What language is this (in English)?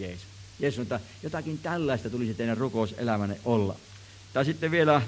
Finnish